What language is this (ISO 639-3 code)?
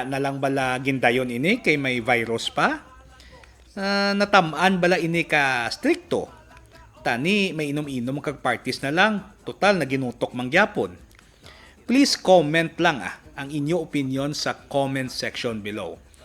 hil